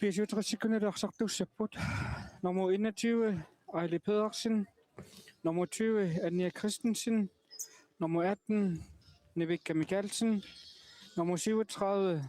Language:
Kalaallisut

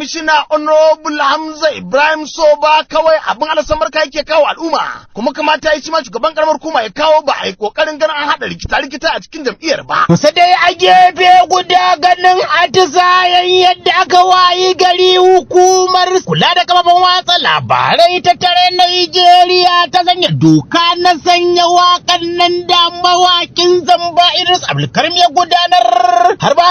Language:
Hausa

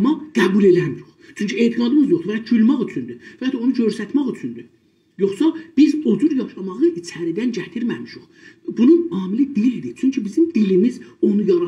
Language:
South Azerbaijani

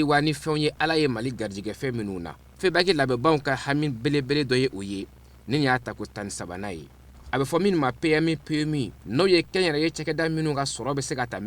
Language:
Bambara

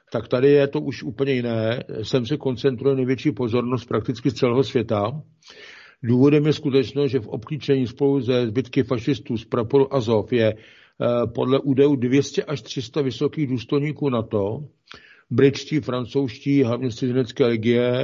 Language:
Czech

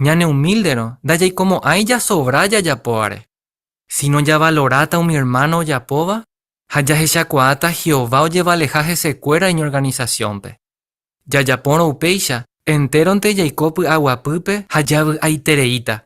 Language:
Guarani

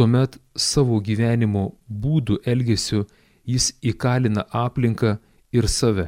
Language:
Lithuanian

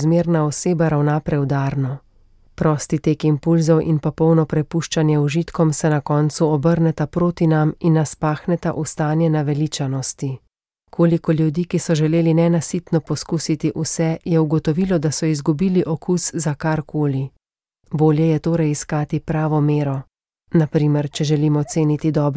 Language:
Slovenian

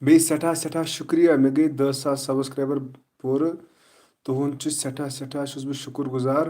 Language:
Kashmiri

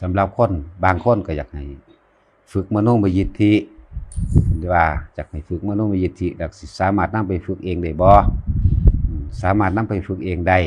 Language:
Lao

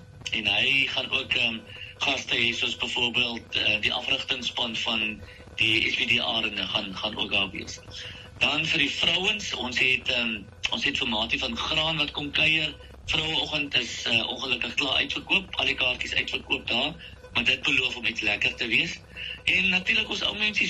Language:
Afrikaans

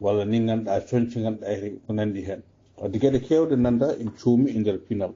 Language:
Fula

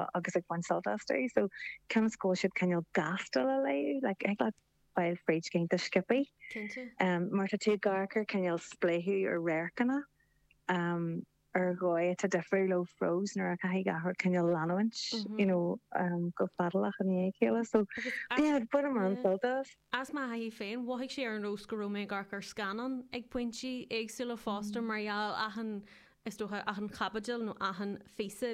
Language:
Irish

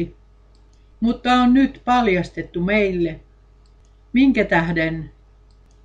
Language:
Finnish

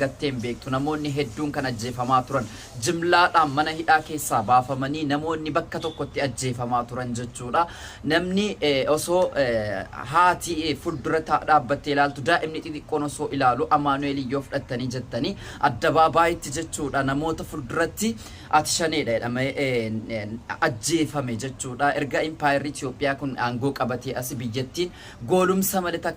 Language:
Oromo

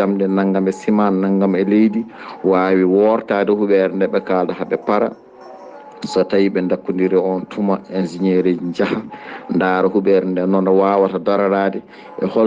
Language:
Fula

